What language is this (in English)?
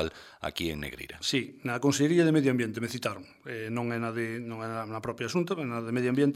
Galician